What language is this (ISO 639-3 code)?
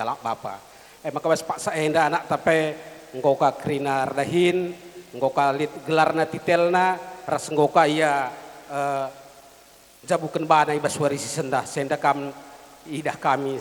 btx